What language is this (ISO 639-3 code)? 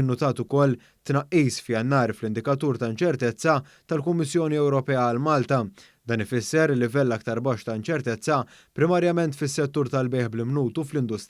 mlt